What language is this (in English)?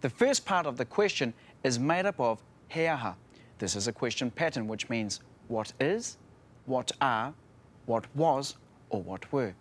Māori